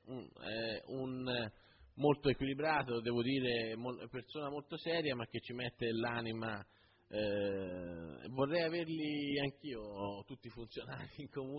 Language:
Italian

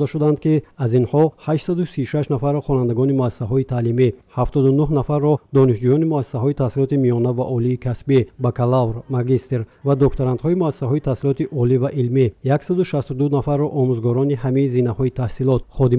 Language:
Tajik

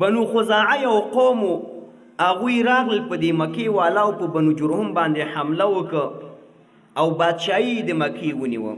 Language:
Pashto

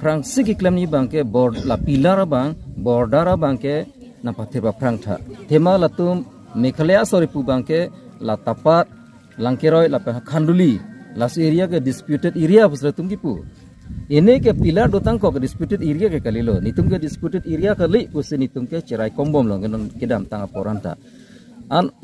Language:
Karbi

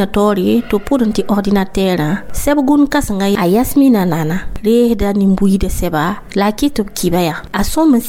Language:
Mossi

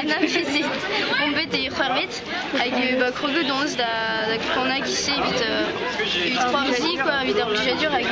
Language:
Breton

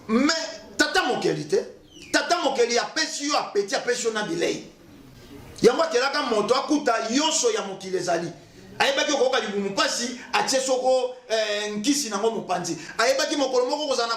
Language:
Lingala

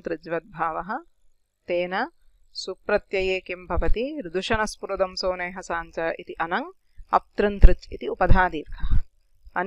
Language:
Sanskrit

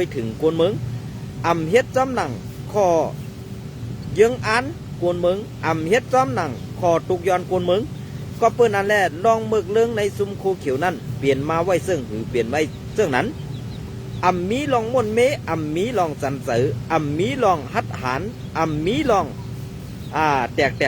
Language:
Shan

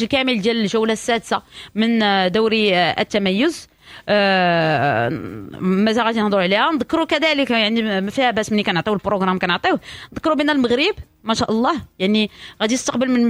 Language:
Moroccan Arabic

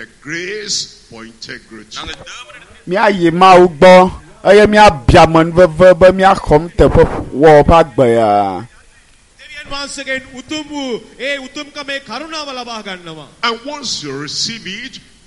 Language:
Ewe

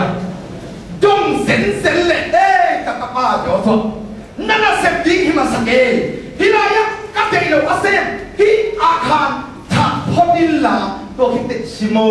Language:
Tedim Chin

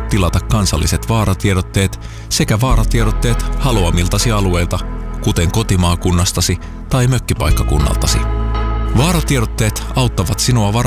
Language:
Finnish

